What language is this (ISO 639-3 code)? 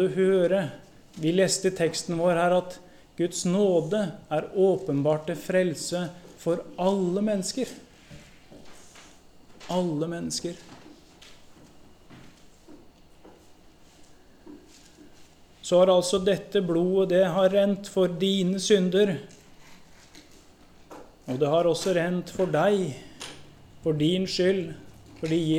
nor